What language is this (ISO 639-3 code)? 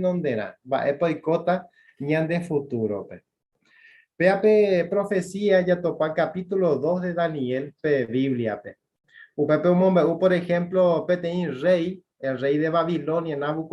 grn